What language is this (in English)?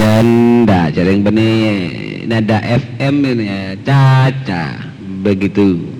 Madurese